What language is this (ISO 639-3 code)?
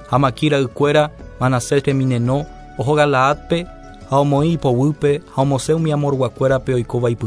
grn